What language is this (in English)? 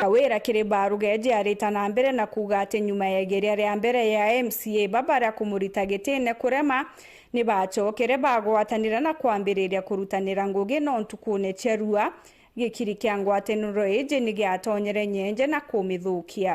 Meru